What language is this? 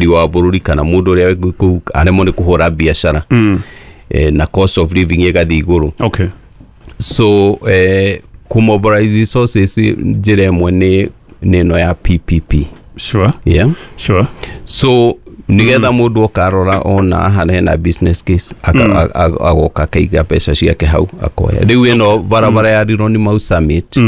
Kikuyu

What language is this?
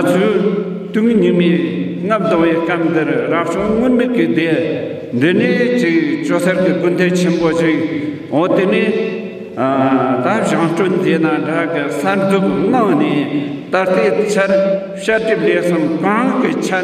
Tibetan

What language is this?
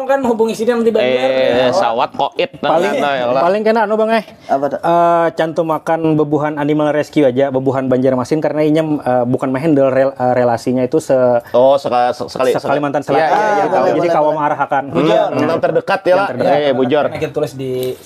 Banjar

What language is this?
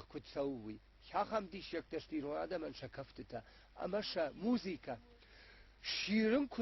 Ossetic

